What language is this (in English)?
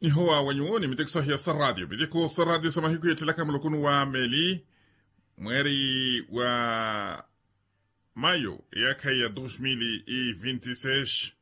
Makhuwa